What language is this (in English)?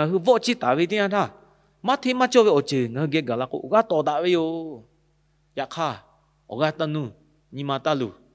Lahu